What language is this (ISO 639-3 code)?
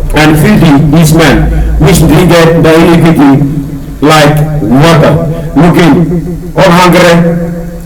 tpi